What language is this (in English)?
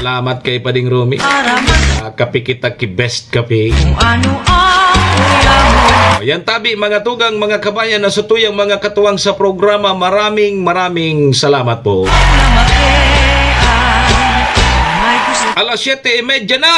Bikol